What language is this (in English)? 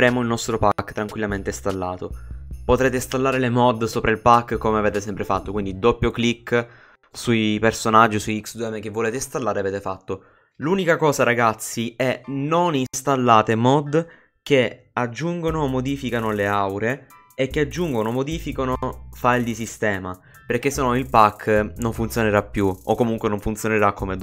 Italian